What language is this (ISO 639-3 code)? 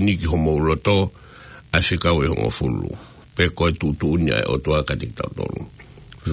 ton